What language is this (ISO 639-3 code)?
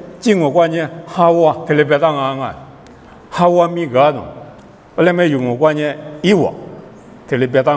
lis